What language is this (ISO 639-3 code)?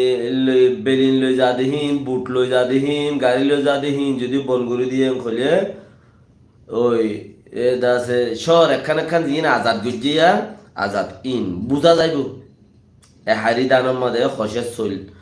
rhg